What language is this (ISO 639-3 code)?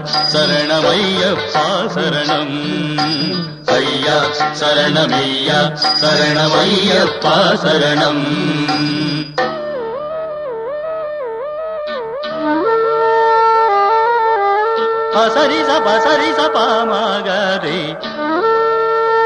tam